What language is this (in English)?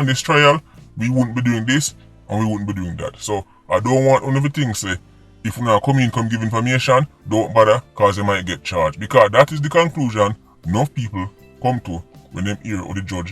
Jamaican Creole English